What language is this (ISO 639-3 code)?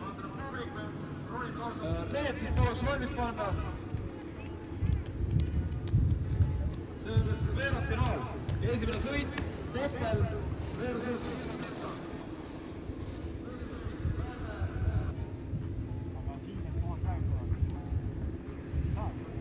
est